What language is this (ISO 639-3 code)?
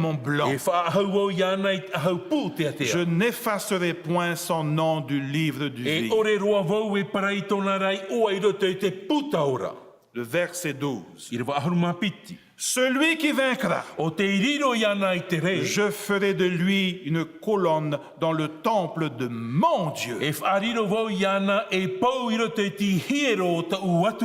tah